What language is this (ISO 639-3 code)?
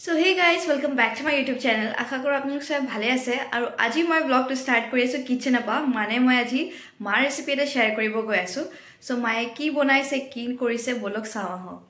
asm